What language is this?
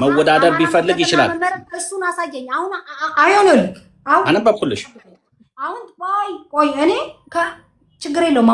Amharic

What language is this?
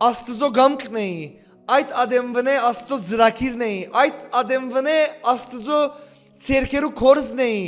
Western Armenian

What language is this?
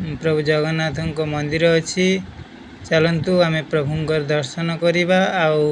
Odia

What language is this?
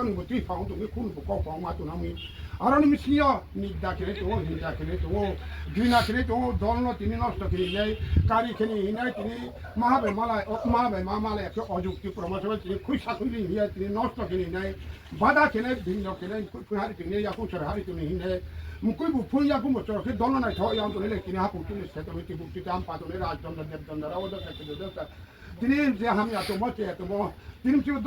Riang (India)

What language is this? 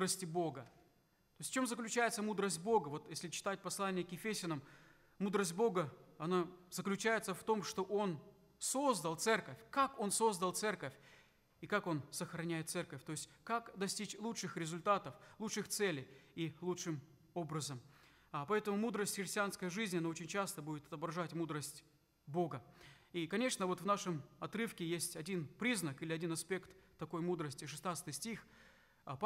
Russian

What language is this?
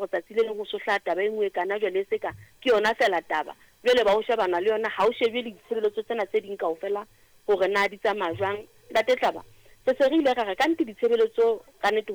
Southern Sotho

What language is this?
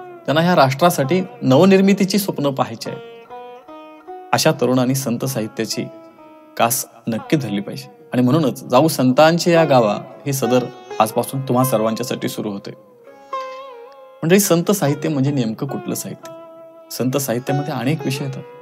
Marathi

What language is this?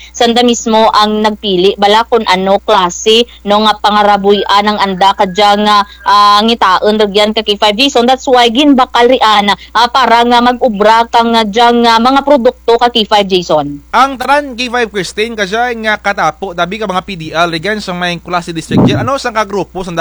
Kinaray-a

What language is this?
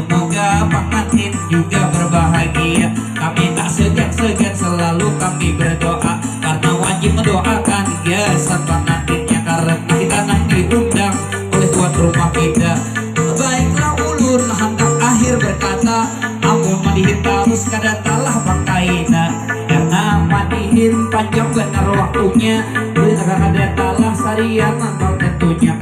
Banjar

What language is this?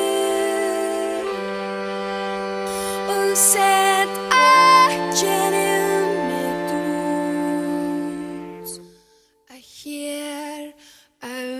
Icelandic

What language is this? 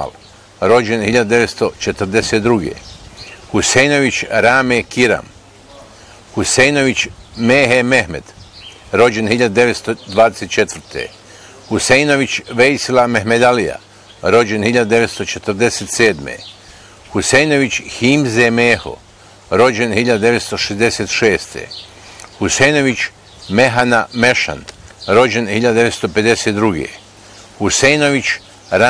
Bosnian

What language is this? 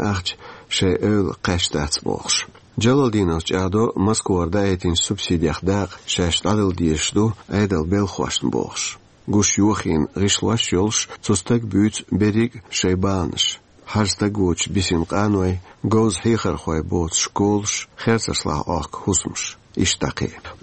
Chechen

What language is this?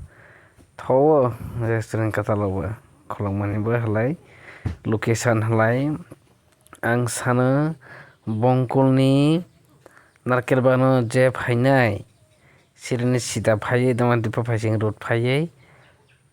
Kok Borok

